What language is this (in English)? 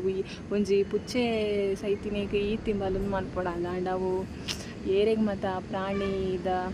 Tulu